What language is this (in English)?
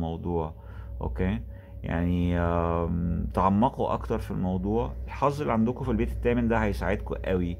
Egyptian Arabic